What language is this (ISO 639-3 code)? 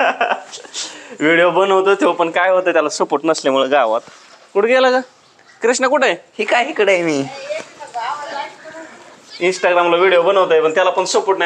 mar